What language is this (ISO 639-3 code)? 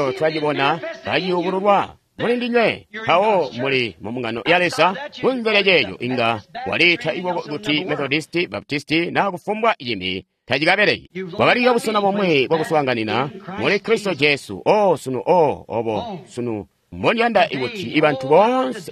toi